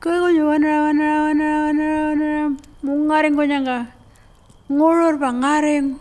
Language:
Pitjantjatjara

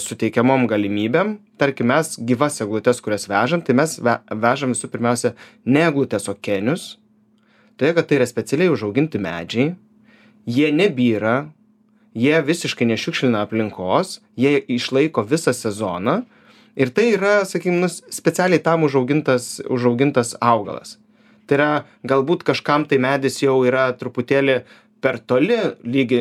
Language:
Lithuanian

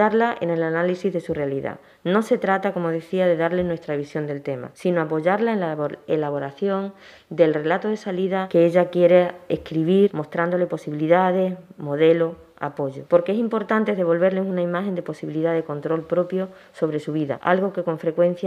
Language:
Spanish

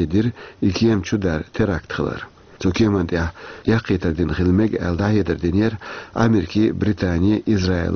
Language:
Chechen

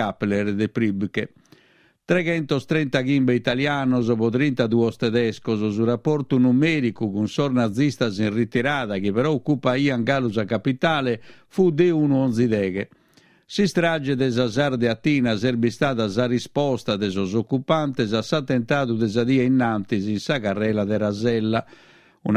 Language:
Sardinian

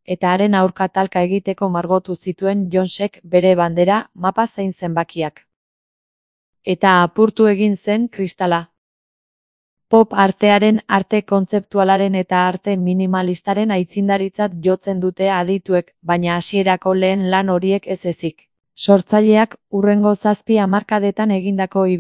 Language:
Basque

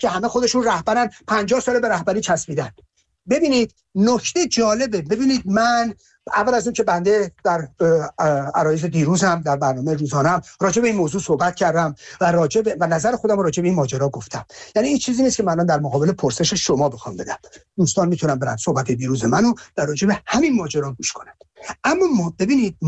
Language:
Persian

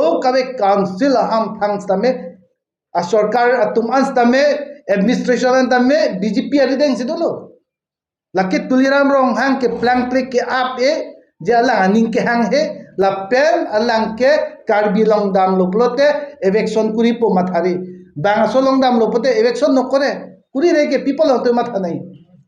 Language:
Karbi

